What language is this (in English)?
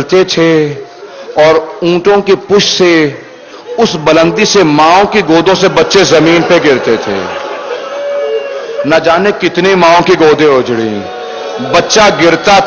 Urdu